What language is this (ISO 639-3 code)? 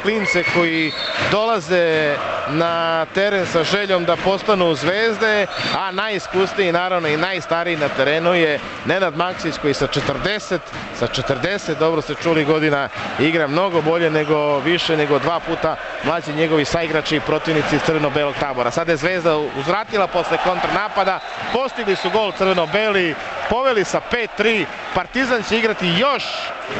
srp